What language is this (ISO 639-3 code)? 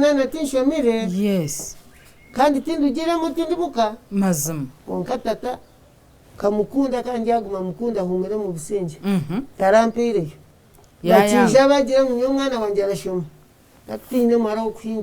nyn